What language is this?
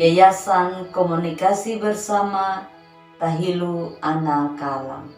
Anakalangu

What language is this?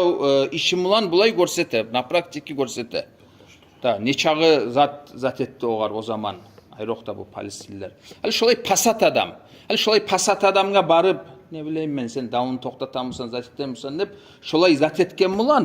Kumyk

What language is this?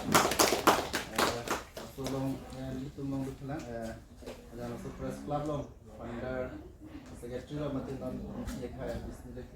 Karbi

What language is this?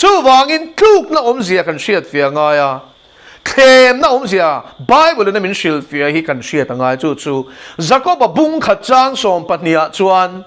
Mizo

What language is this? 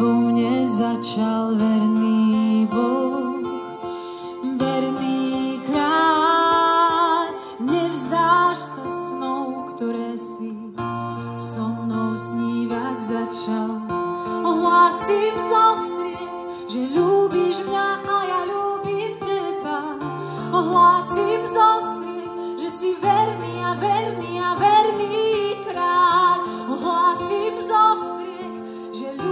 Slovak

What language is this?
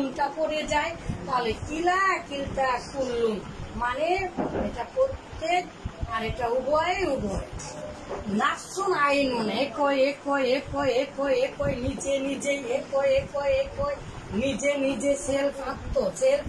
Bangla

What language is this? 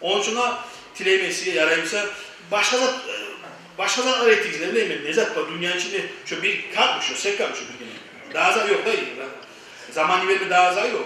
Kumyk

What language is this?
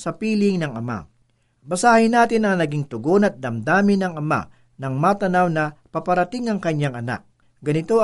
Filipino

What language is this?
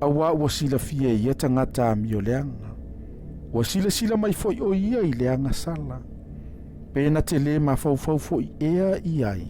Samoan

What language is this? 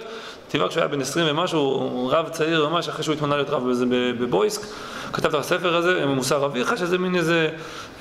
Hebrew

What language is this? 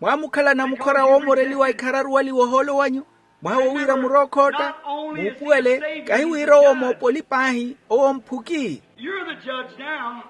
Makhuwa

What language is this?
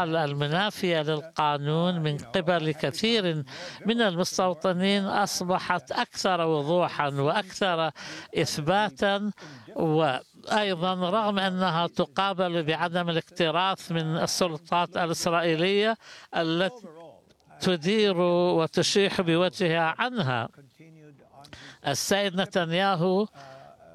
Arabic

